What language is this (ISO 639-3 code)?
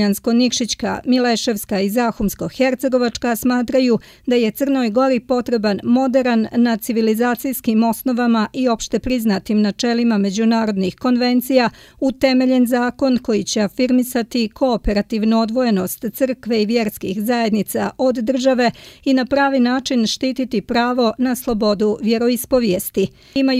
hrv